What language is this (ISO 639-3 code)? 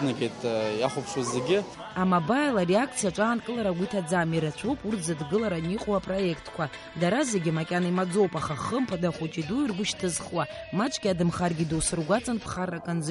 abk